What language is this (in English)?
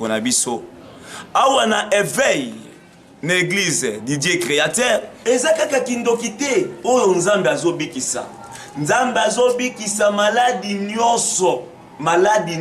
Lingala